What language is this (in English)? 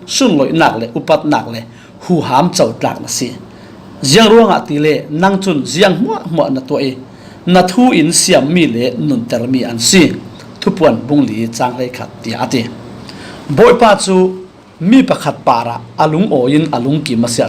Falam Chin